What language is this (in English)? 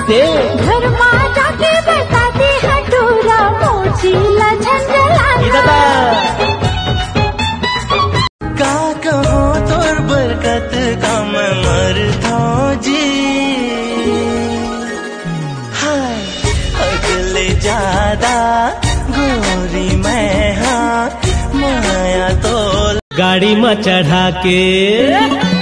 Chhattisgarhi